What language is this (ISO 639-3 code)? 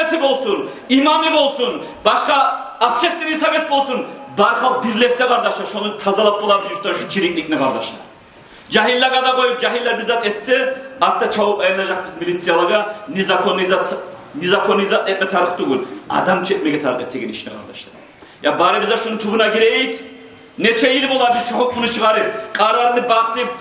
kum